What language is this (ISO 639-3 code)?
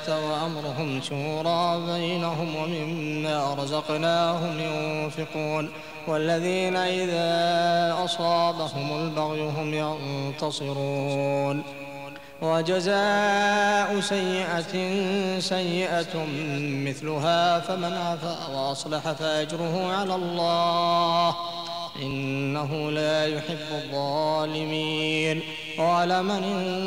ara